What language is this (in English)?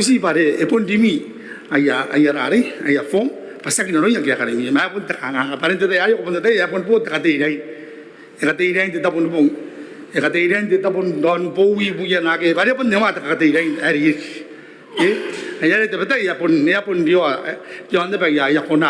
Gilbertese